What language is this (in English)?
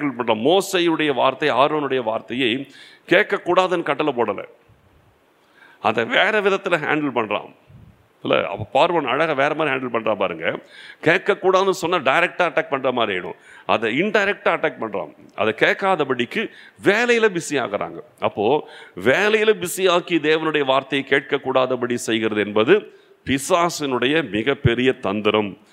Tamil